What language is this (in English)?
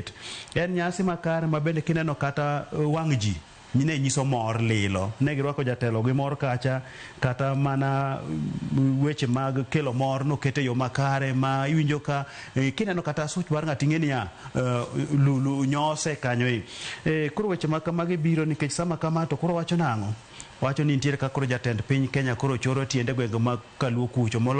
Luo (Kenya and Tanzania)